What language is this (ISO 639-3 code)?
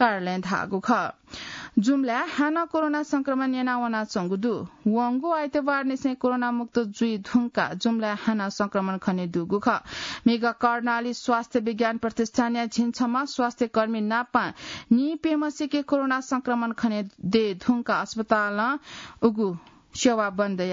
new